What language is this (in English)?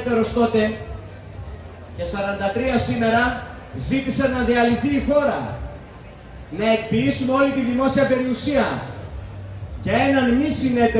Greek